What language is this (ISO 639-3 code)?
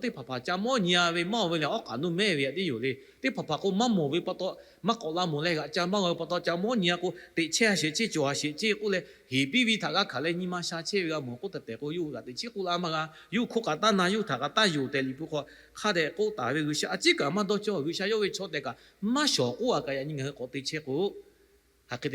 lhu